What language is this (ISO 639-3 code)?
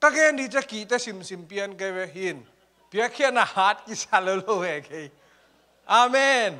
ctd